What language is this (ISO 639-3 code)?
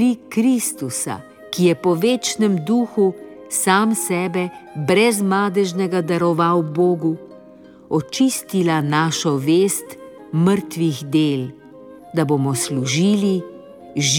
slv